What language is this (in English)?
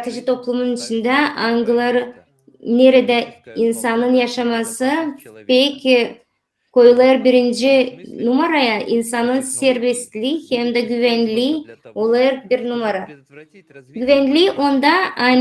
Gagauz